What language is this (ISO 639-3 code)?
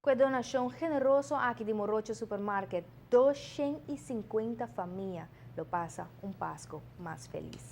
pap